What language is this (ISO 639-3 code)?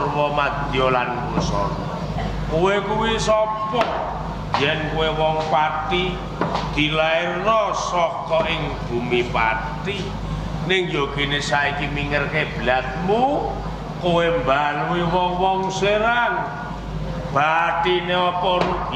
jav